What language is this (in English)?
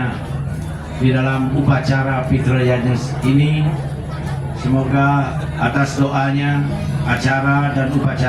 Balinese